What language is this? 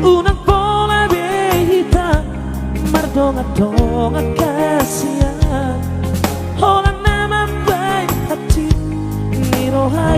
Batak Toba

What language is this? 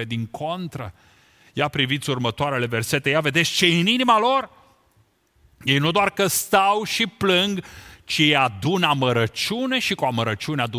Romanian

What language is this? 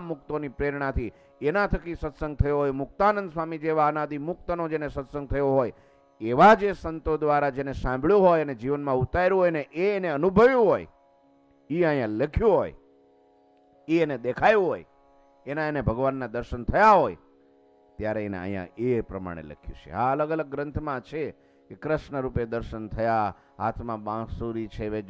Gujarati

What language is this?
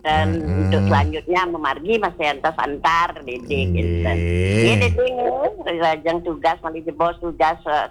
Balinese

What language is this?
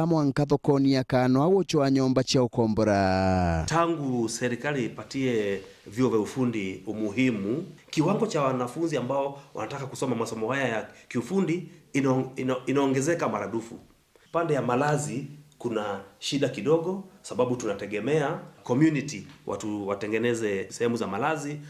Meru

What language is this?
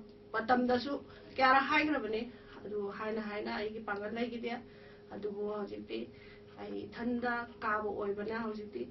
Manipuri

